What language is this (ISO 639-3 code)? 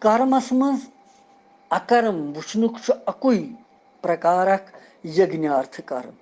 kas